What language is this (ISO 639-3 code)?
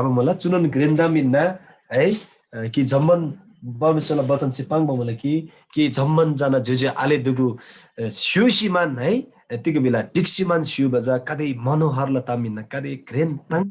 taj